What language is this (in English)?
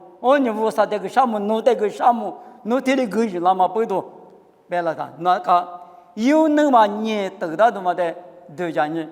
Lisu